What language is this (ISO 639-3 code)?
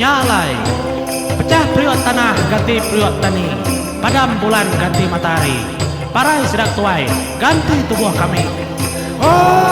iba